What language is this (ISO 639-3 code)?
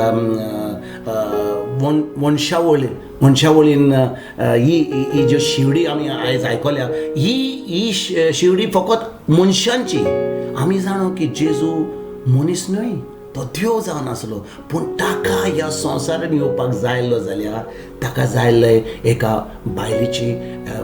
kok